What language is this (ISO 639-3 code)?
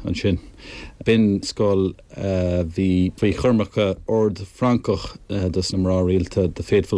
gle